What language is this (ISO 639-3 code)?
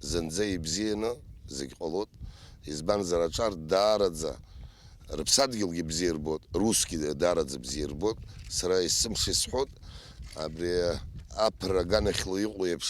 abk